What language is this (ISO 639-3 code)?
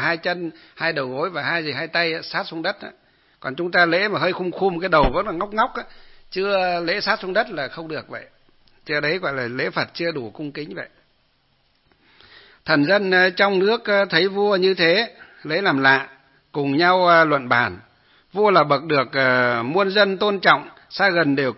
vie